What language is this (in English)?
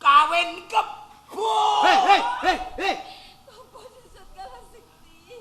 Javanese